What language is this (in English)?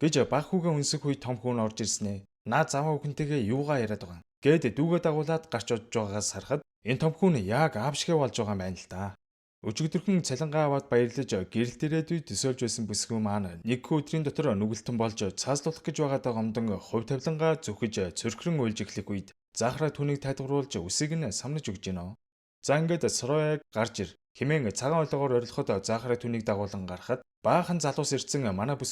Mongolian